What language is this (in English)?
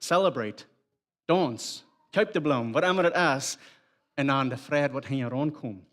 Plautdietsch